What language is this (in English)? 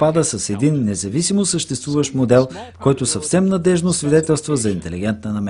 Bulgarian